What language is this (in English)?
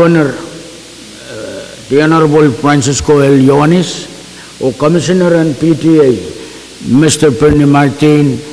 Pohnpeian